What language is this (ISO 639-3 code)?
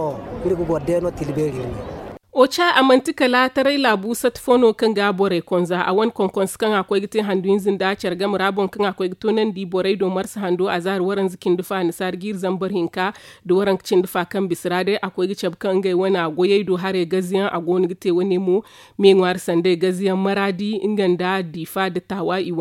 dje